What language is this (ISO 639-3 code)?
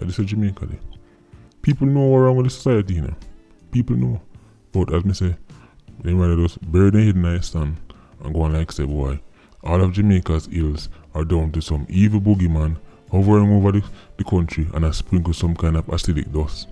jam